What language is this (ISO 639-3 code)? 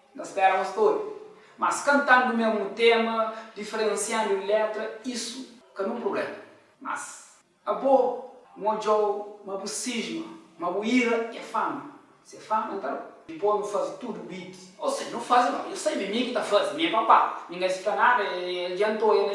kea